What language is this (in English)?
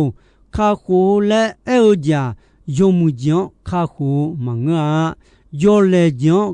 Akha